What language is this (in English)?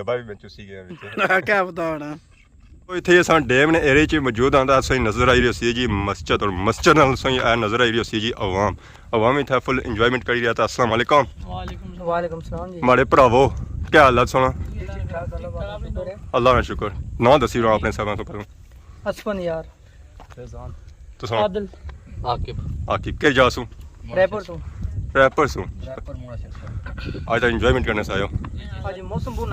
Pahari-Potwari